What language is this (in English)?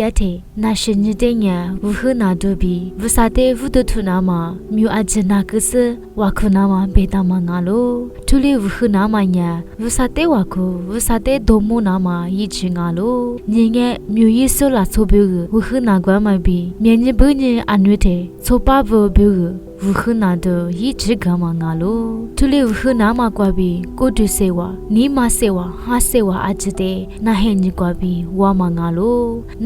Lisu